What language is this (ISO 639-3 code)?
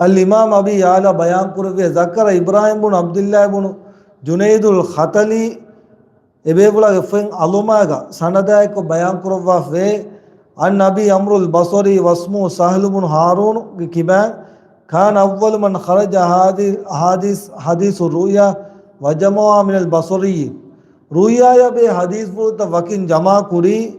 div